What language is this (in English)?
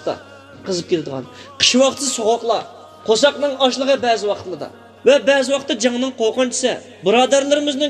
Uyghur